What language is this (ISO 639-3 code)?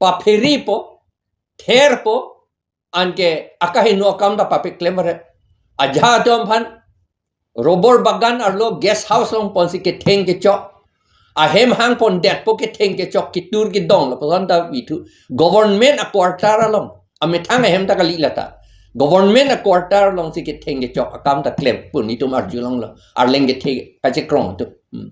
mjw